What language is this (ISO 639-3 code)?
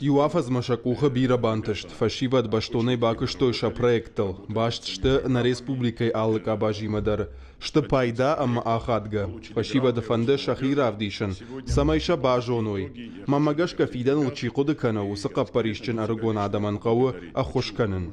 oss